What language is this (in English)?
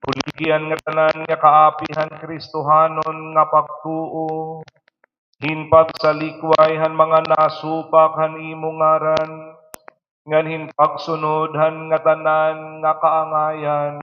Waray